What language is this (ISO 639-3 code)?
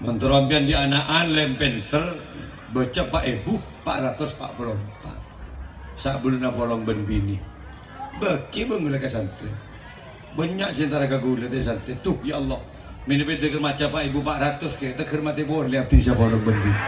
mad